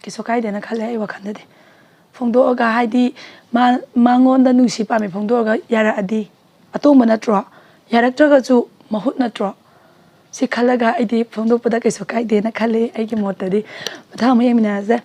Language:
Manipuri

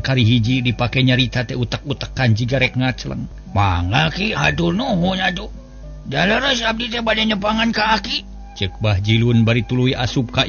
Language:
Sundanese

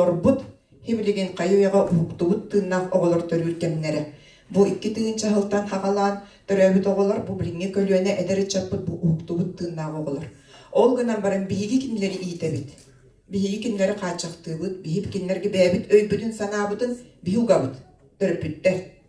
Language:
Yakut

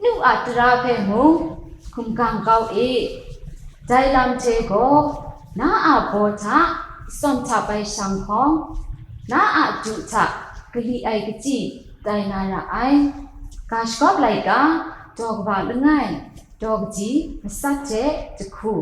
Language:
Kachin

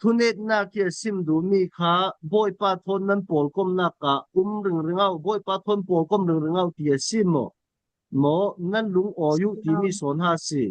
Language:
Falam Chin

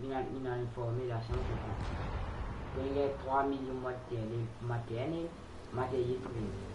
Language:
Morisyen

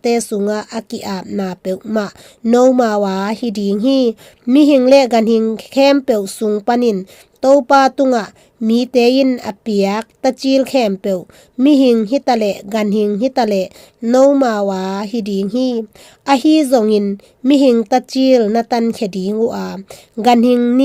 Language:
Tedim Chin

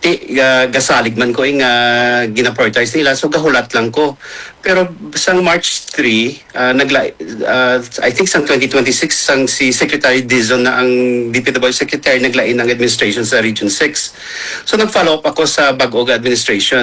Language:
Hiligaynon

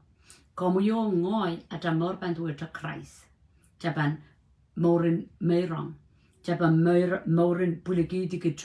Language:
Pohnpeian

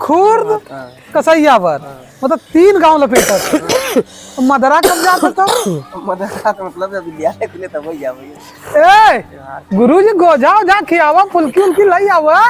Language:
Awadhi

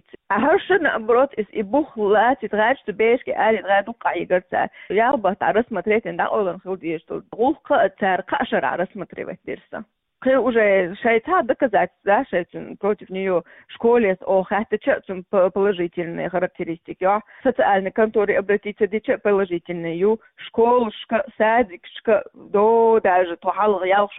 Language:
Chechen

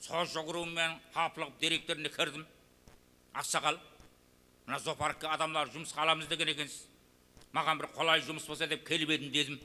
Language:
Kara-Kalpak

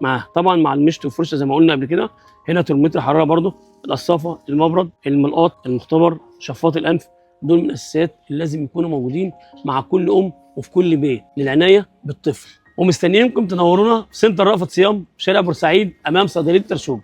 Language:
Egyptian Arabic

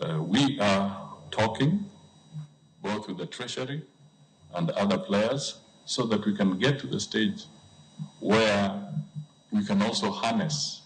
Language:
Luo (Kenya and Tanzania)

